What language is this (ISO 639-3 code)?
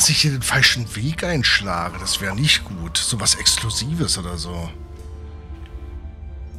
deu